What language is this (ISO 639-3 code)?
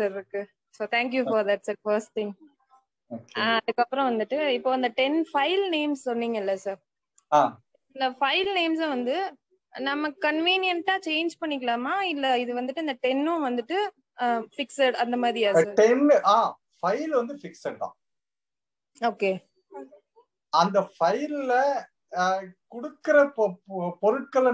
tam